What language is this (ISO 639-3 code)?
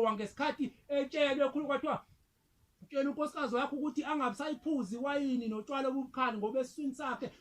zul